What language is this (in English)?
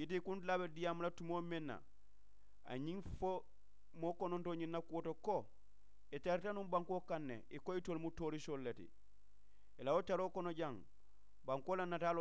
Mandingo